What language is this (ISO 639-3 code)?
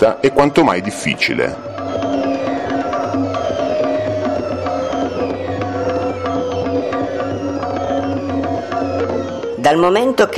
ita